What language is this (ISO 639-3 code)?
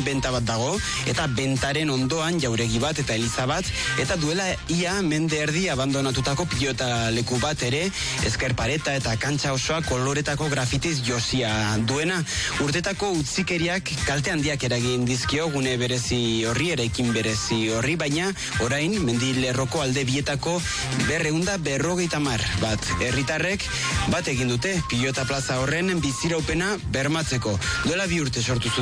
eus